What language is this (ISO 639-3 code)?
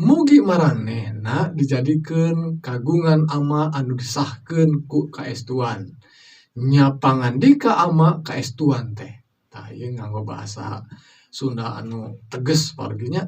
sun